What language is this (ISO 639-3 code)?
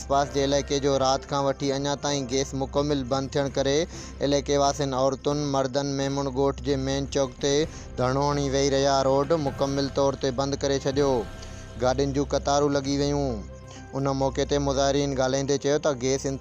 snd